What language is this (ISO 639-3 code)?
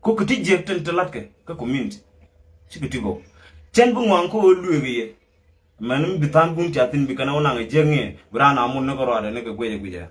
nus